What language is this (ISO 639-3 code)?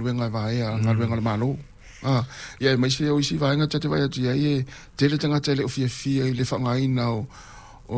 smo